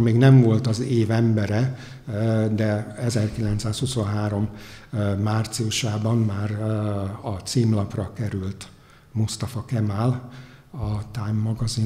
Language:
Hungarian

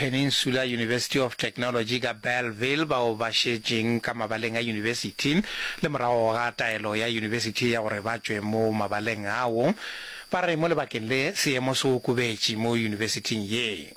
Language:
Northern Sotho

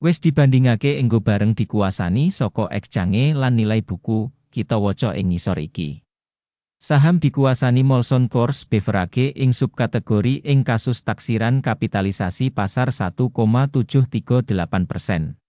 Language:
Javanese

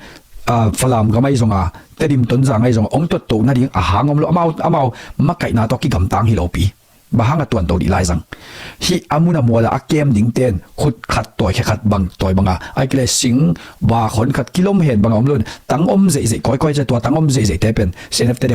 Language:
Tedim Chin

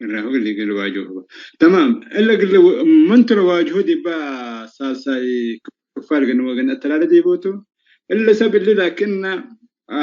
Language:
Tigre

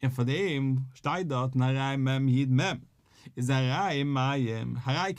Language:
Yiddish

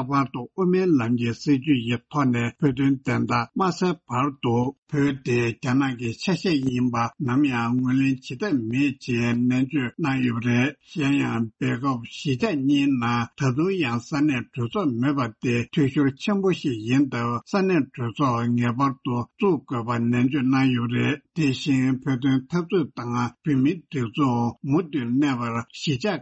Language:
Tibetan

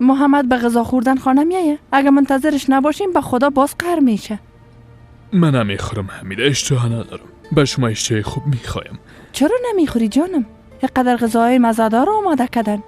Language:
Persian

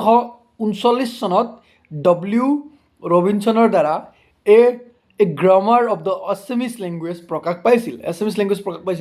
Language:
Assamese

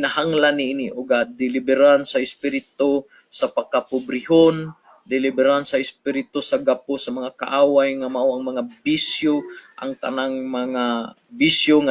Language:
Cebuano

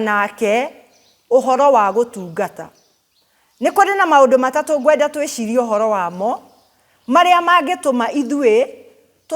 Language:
Kikuyu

